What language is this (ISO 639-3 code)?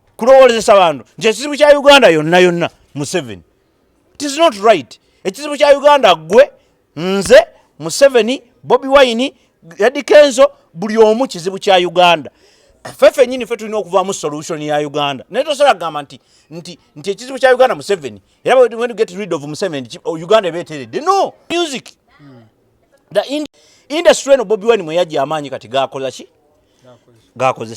lug